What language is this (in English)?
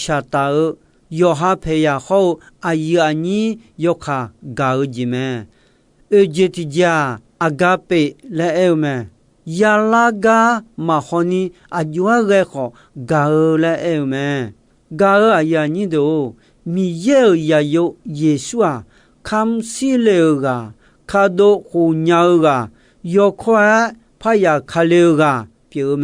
Akha